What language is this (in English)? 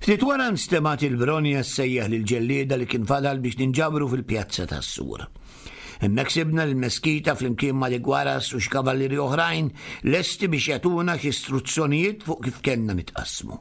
Maltese